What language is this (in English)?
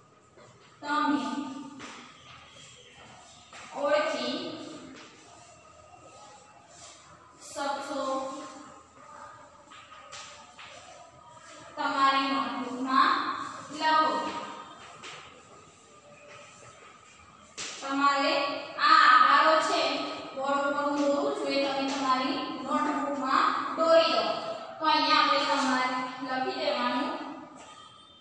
Gujarati